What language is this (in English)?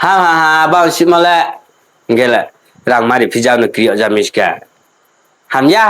Riang (India)